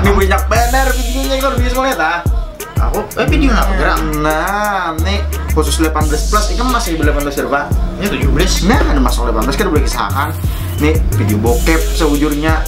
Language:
Banjar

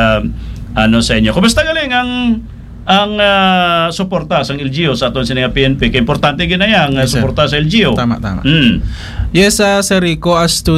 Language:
Hiligaynon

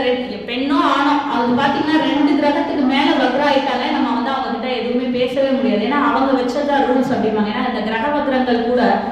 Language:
Tamil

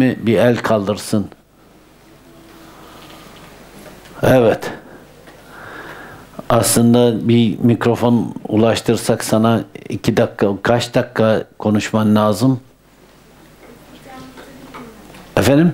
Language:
Turkish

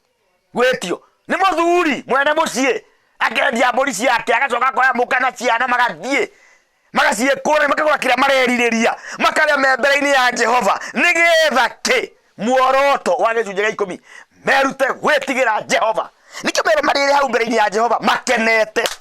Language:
Kikuyu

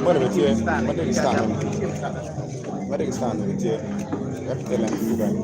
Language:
Acoli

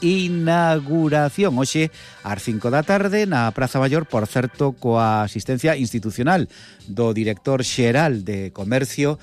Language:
Galician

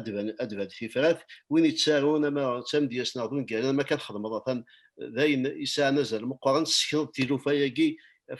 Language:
Kabyle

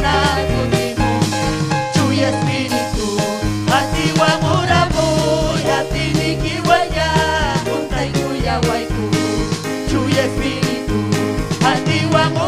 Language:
Ayacucho Quechua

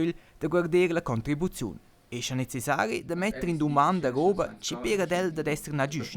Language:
Romansh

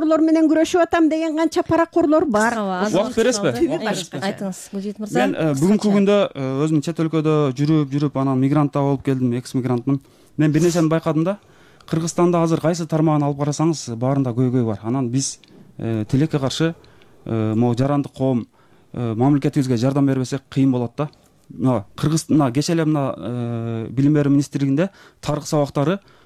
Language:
Kyrgyz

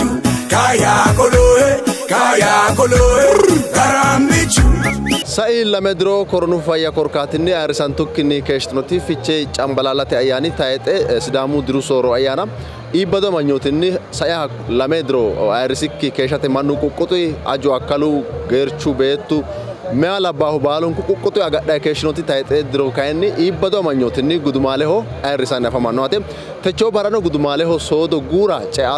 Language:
Sidamo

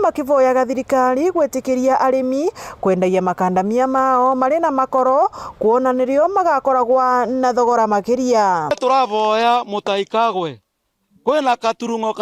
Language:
Meru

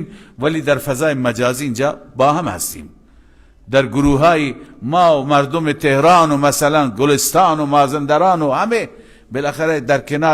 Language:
Persian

